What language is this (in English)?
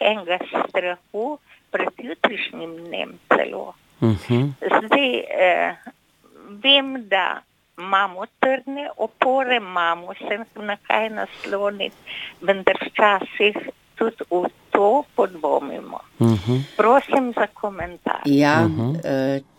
Slovenian